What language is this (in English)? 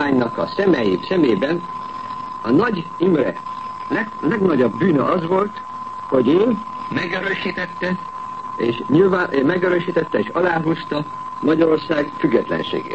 Hungarian